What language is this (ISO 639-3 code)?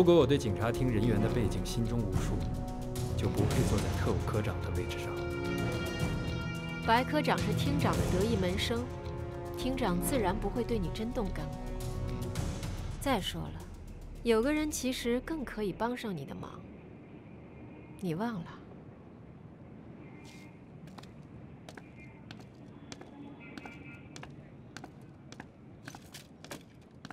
zho